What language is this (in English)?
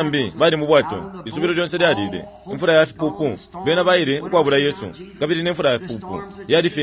Bemba